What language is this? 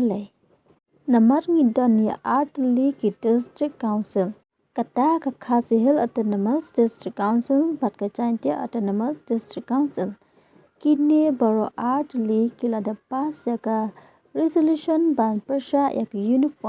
Khasi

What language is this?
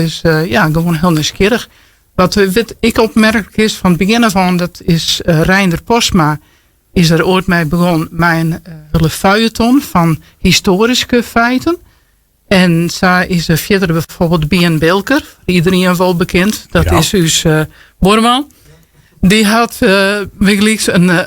Western Frisian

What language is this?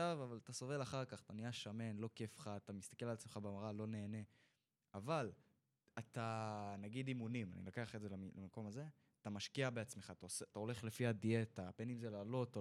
Hebrew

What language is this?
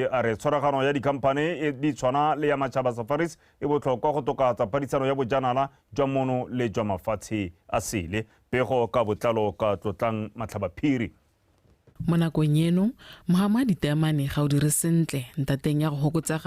Tswana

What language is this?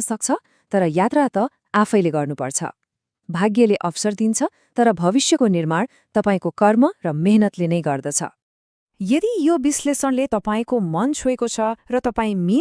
Nepali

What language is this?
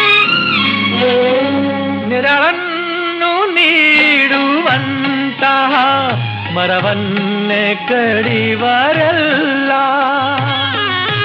Kannada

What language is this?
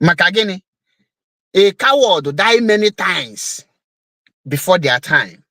Igbo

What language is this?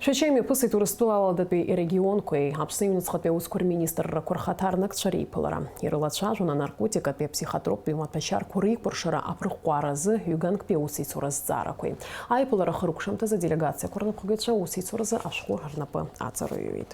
Abkhazian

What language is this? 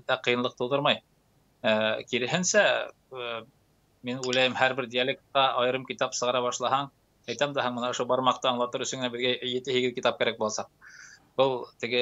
Tatar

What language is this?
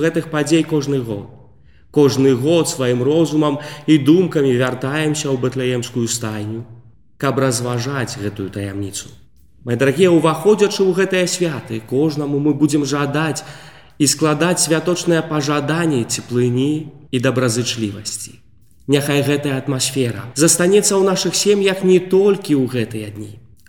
Belarusian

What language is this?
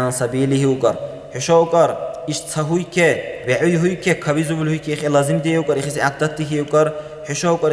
Dargwa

